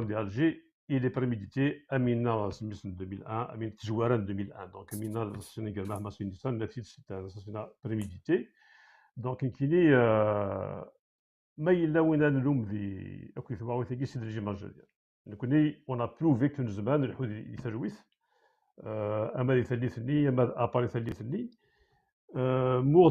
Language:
Kabyle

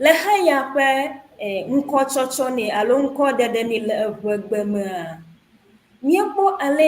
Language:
Ewe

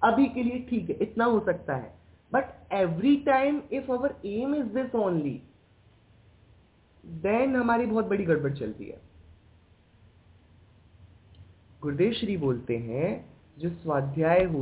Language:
Hindi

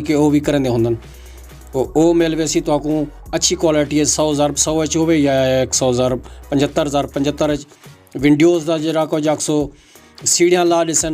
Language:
Saraiki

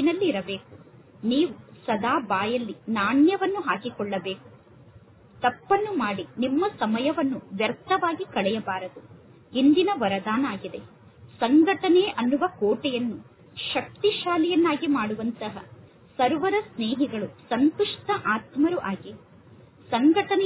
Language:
Kannada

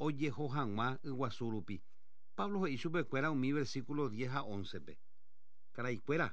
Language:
Guarani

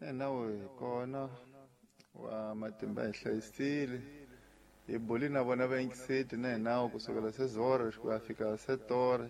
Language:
Tsonga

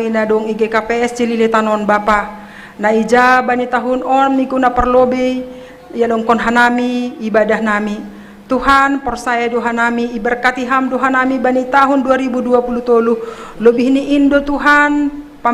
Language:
Batak Simalungun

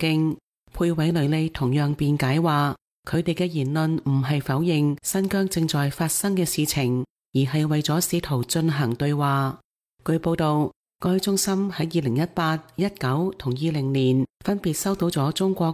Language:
Cantonese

